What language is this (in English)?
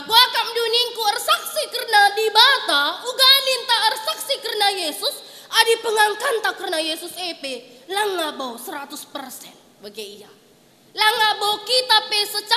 Batak Karo